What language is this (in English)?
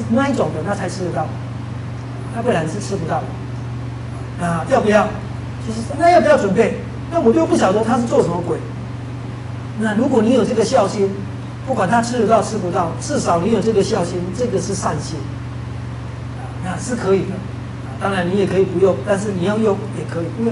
Chinese